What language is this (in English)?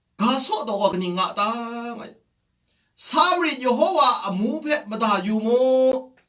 Kachin